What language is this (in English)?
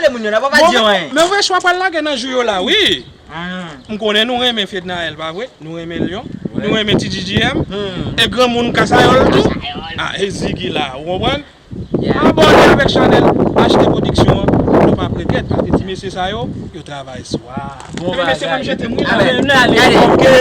Haitian Creole